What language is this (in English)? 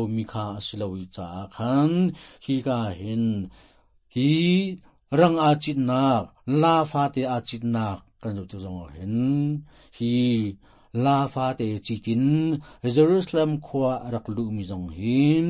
Hakha Chin